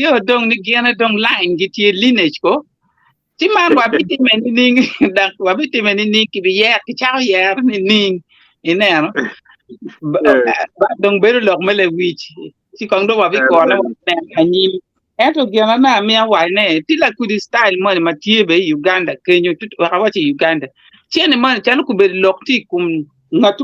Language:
Acoli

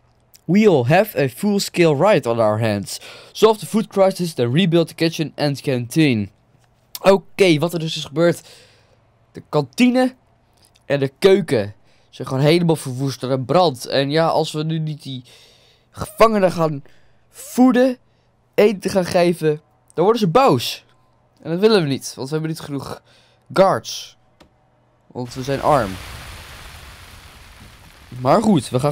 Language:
Dutch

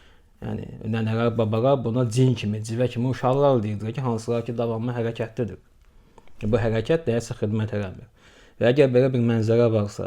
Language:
Azerbaijani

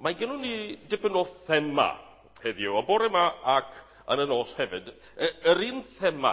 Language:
Welsh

